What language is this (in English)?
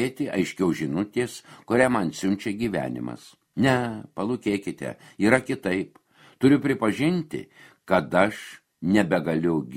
Lithuanian